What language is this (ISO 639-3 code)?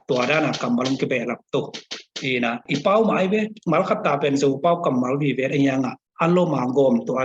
ctd